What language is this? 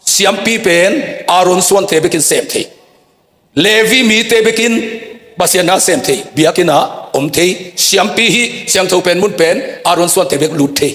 Tedim Chin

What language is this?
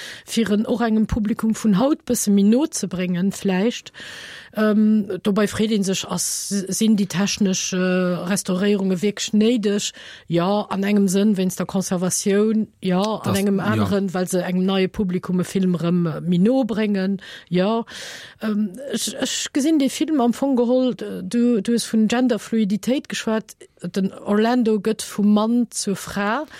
Luxembourgish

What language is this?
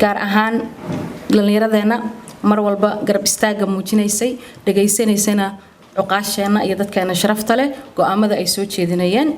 Somali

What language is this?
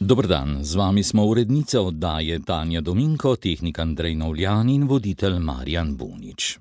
Slovenian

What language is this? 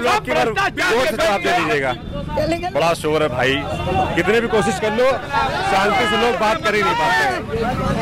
Hindi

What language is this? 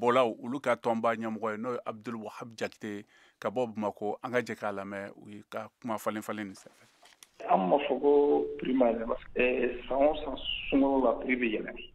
Bambara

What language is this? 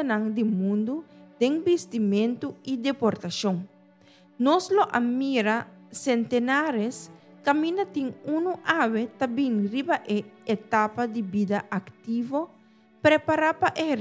Papiamento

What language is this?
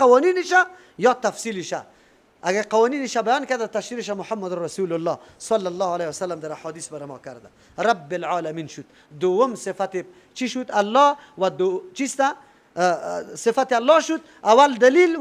Persian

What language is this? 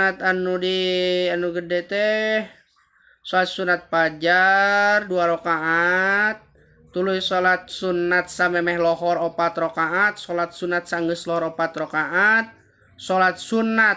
Sundanese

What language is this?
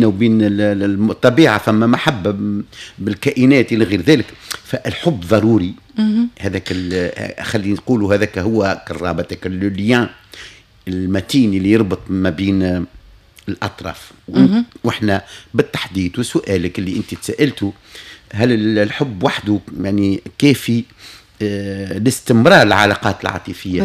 Tunisian Arabic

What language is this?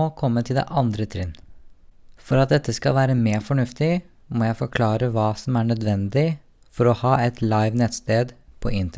Norwegian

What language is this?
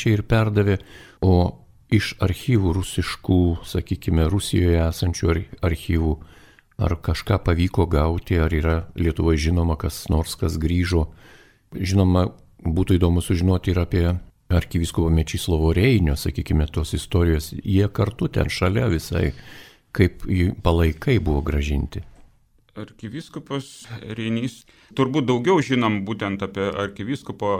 Lithuanian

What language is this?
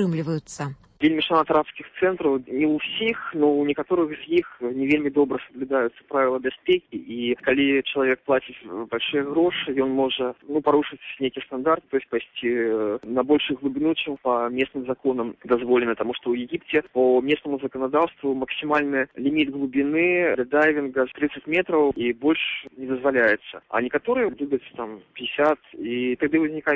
Belarusian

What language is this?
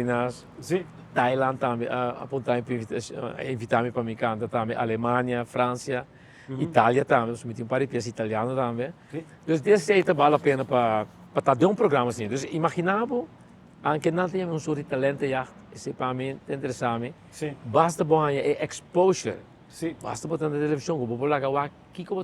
Papiamento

